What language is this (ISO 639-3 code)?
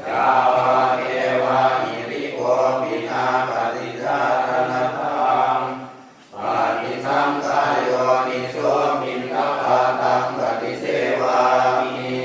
pli